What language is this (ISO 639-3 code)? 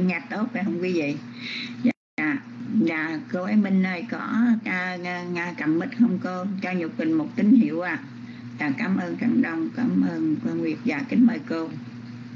vie